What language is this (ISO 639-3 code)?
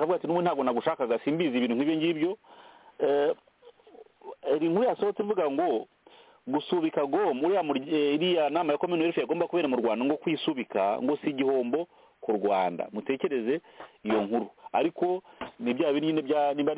kin